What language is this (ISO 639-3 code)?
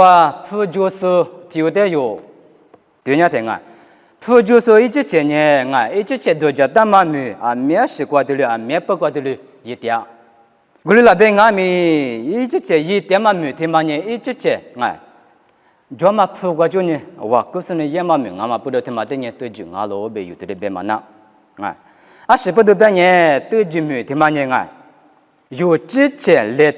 lis